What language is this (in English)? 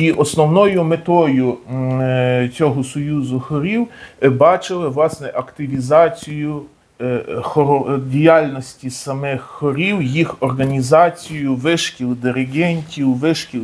Ukrainian